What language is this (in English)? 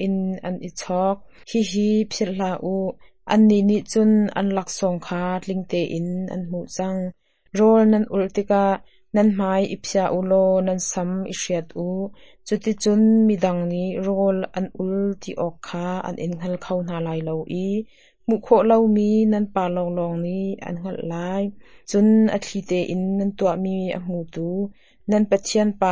Hakha Chin